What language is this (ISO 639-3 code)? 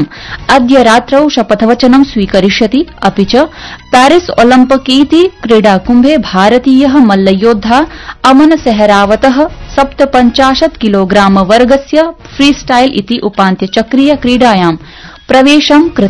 san